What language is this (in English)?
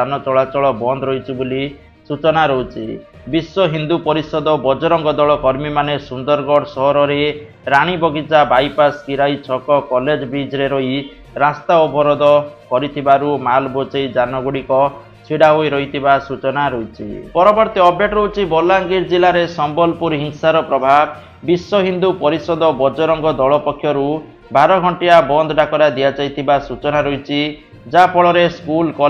Odia